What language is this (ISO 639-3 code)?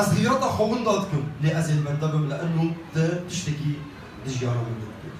kur